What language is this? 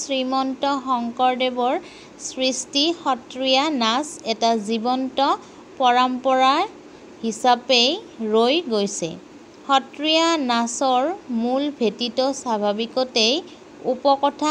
Assamese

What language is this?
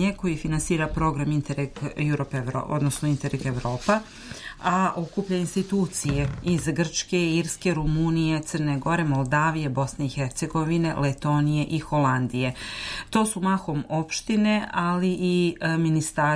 Serbian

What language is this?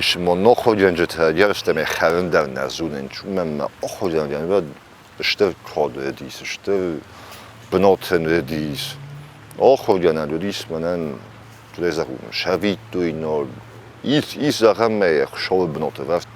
Ossetic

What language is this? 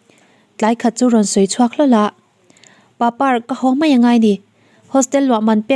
Mizo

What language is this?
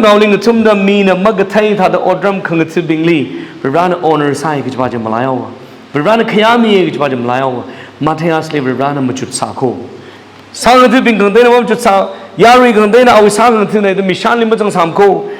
Tangkhul Naga (India)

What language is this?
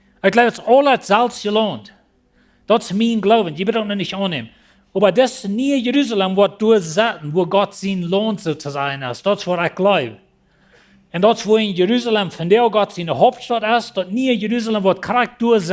Plautdietsch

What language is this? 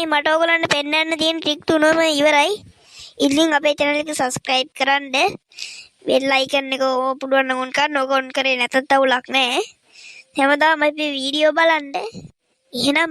Sinhala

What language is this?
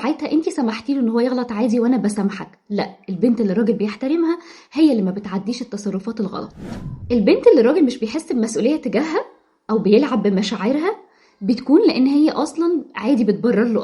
Egyptian Arabic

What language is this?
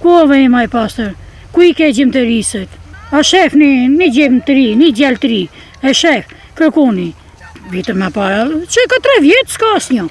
Albanian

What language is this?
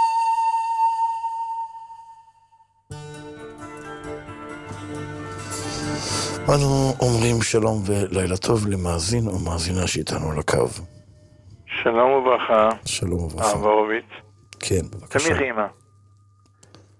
Hebrew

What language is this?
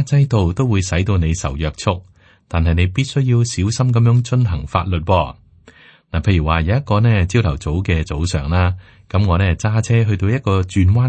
Cantonese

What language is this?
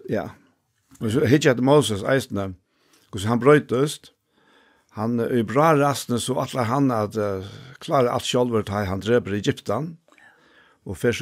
Faroese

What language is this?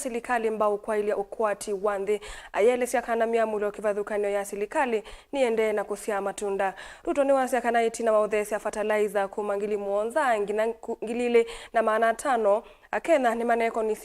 Kamba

